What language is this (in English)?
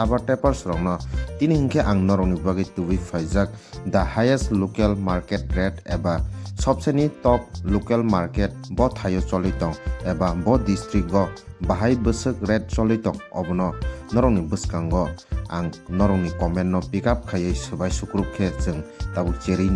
Kok Borok